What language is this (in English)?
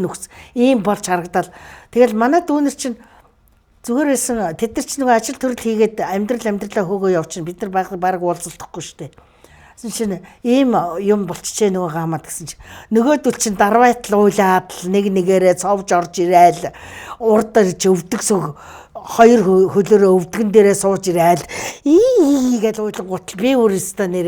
Mongolian